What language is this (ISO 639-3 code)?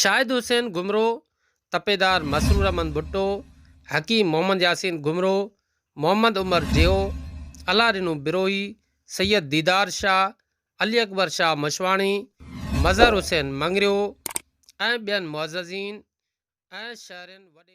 snd